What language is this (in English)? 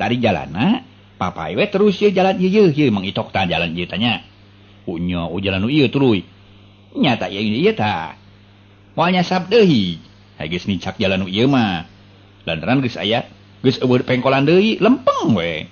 Sundanese